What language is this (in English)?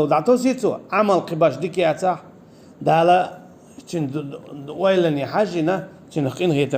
Chechen